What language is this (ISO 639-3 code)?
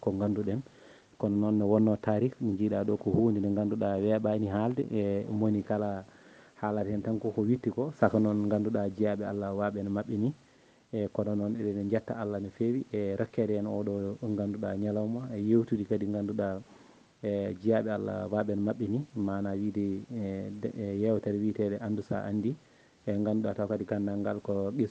ful